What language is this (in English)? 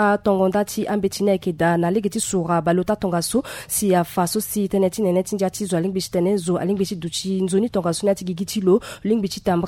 Sango